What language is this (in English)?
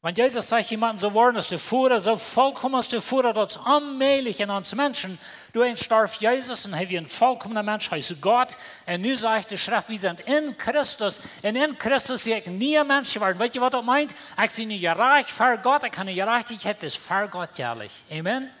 Plautdietsch